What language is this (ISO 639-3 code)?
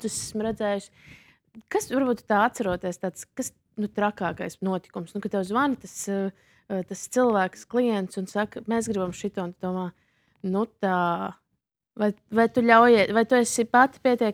lav